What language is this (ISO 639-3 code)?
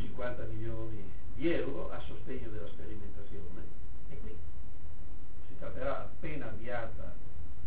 ita